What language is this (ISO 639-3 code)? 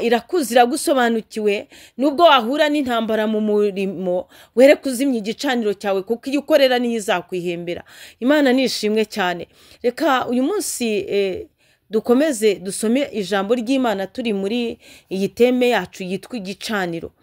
kin